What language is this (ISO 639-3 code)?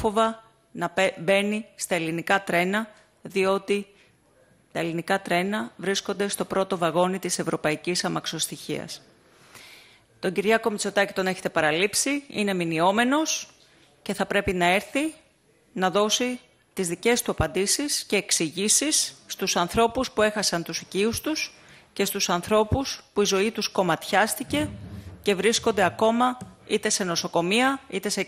ell